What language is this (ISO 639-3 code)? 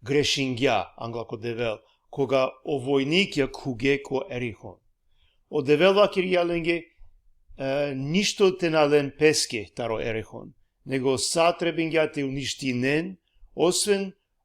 rmn